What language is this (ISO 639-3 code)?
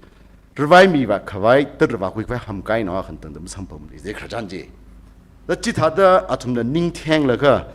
nmf